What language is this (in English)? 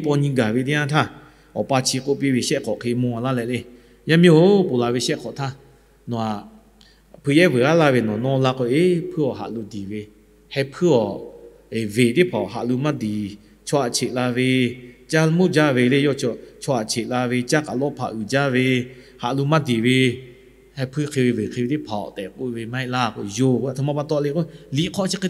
Lahu